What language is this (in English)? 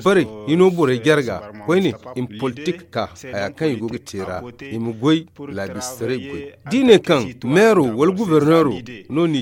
Zarma